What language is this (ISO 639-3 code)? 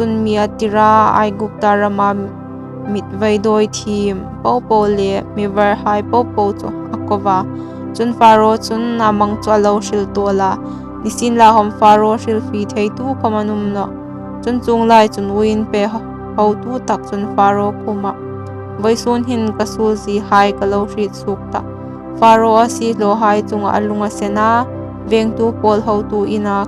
hmr